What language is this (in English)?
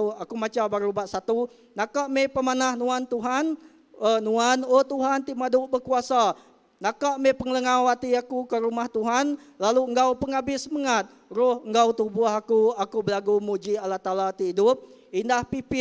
Iban